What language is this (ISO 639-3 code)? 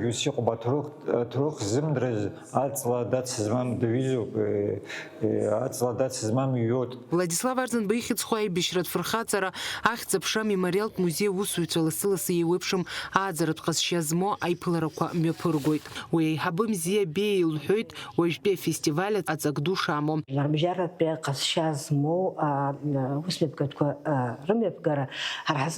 abk